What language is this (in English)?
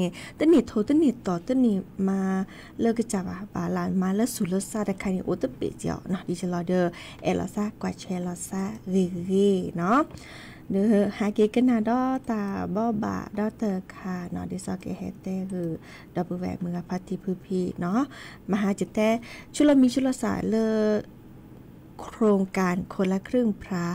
S'gaw Karen